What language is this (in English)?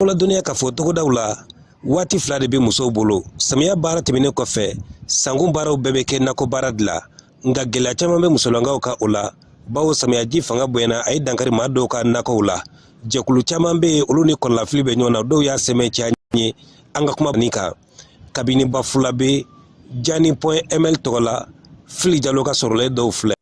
Bambara